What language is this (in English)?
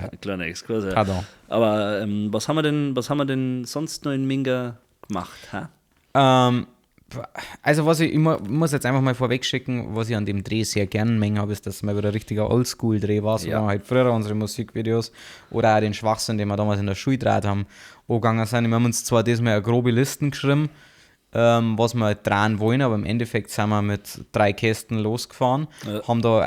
Bavarian